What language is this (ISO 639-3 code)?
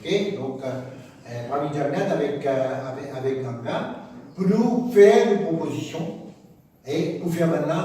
mfe